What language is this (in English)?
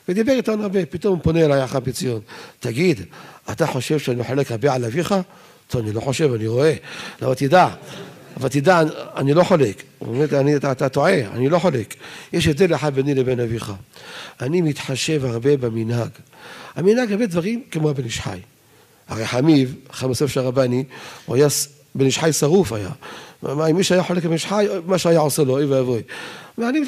Hebrew